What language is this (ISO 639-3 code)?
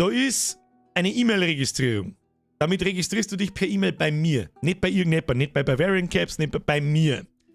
bar